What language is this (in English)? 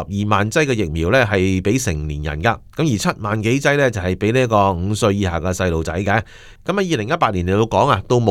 Cantonese